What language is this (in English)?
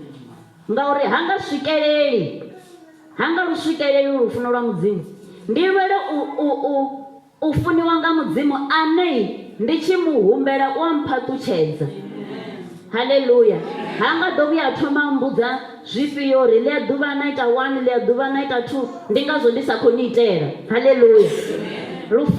Venda